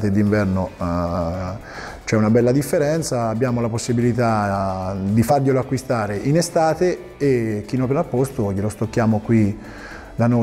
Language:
Italian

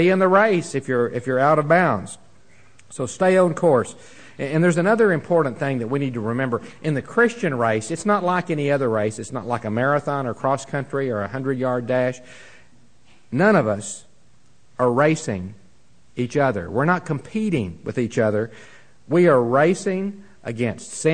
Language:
English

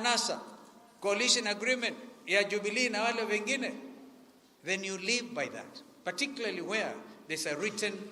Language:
Kamba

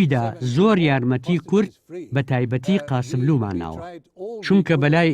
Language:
Central Kurdish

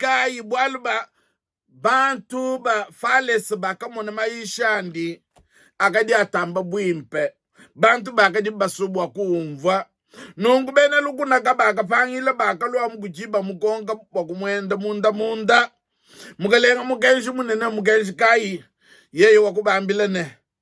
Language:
Luba-Lulua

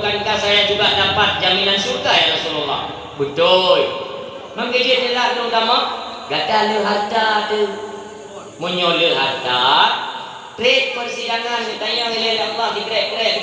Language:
Achinese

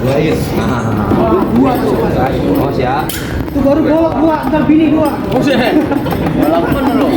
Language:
Betawi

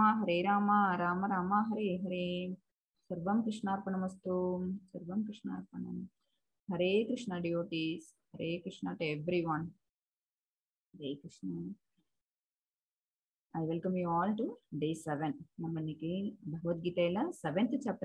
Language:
Tamil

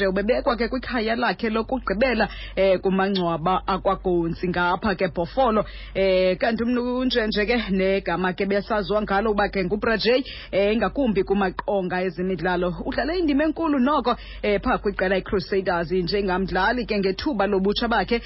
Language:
Xhosa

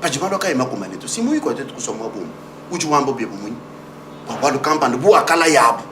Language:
Luba-Lulua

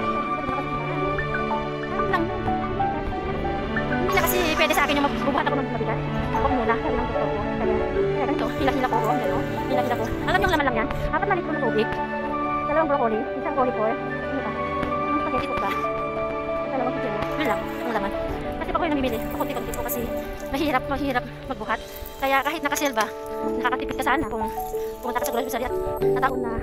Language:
Filipino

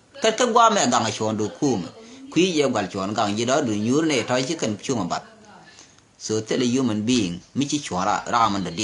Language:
Nuer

